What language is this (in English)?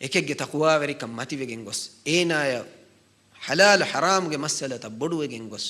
Divehi